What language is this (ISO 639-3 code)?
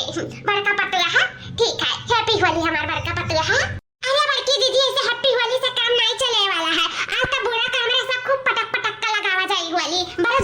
awa